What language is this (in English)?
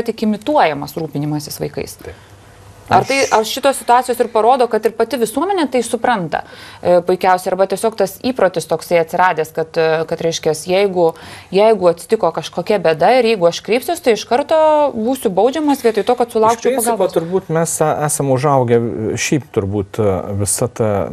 Lithuanian